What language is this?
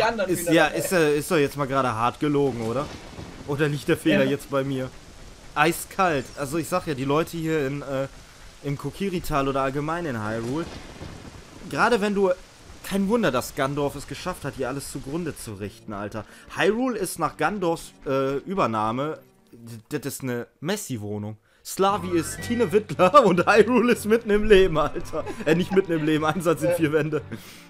German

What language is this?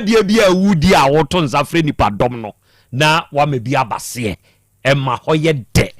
Akan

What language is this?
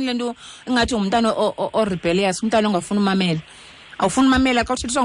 Xhosa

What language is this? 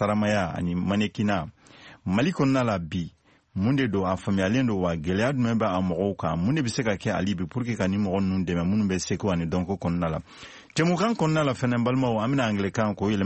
Bambara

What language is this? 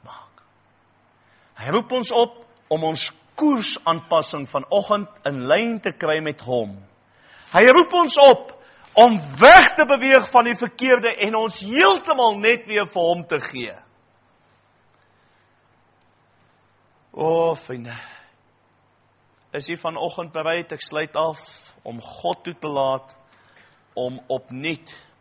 Afrikaans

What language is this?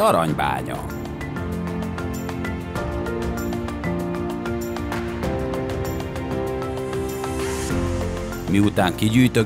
Hungarian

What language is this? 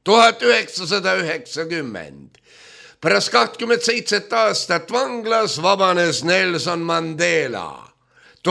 Estonian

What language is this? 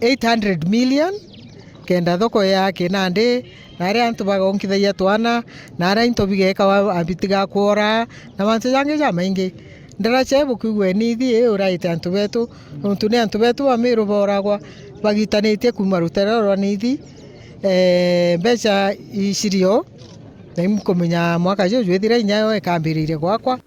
Meru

